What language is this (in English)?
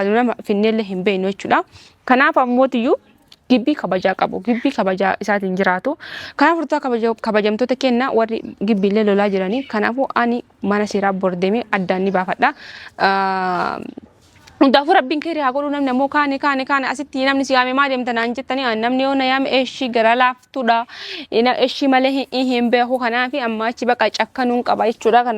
Oromo